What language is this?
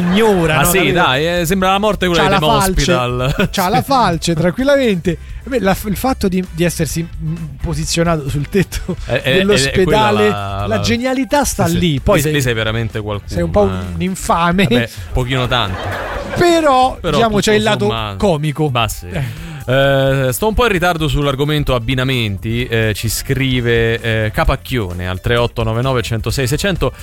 Italian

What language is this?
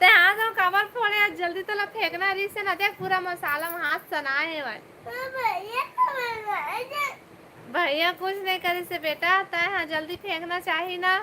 Chhattisgarhi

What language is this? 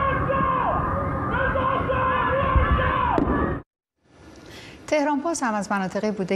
Persian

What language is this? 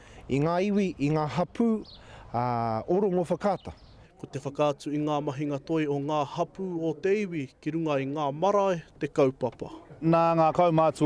Māori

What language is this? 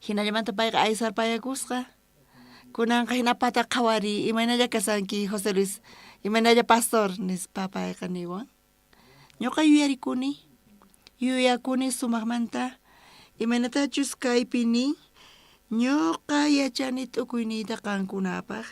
South Bolivian Quechua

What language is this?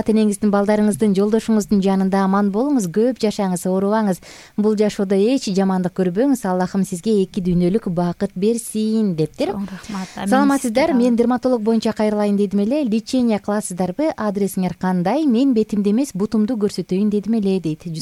Kyrgyz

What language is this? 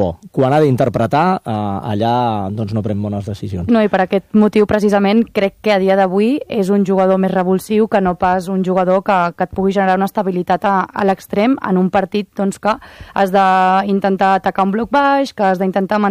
Catalan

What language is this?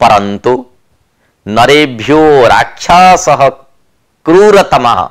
Sanskrit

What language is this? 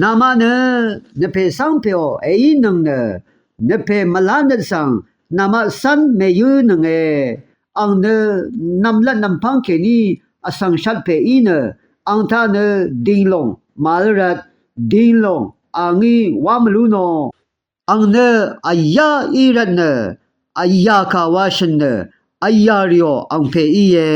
Rawang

